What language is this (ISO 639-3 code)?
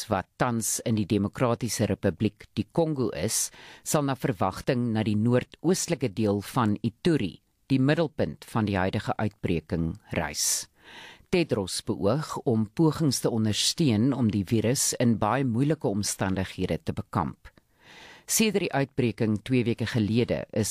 afr